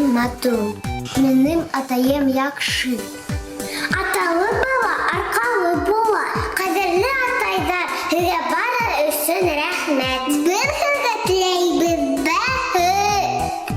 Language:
Bashkir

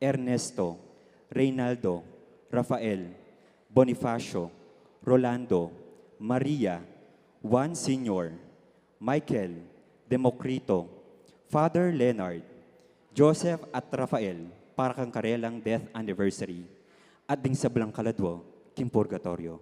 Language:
Pampanga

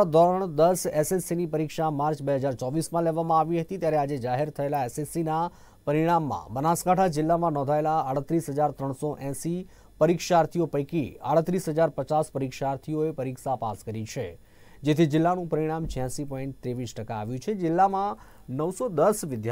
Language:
Gujarati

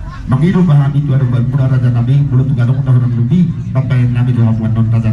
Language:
Batak Toba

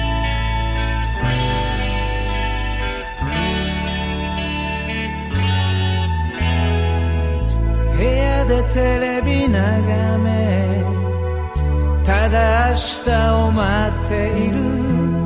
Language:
Japanese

